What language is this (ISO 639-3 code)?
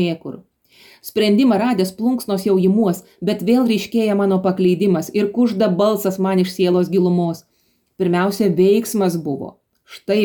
lit